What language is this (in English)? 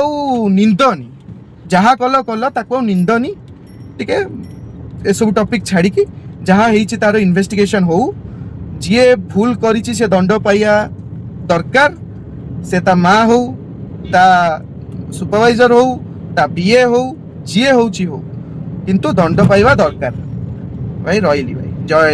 Odia